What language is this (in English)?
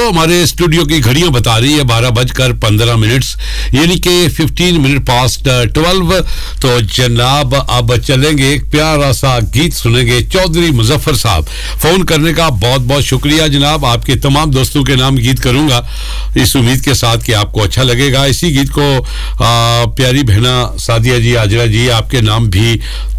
Urdu